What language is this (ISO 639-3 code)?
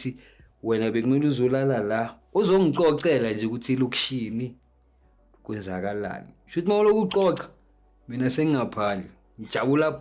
zul